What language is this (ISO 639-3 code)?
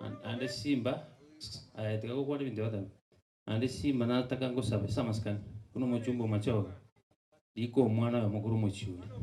guz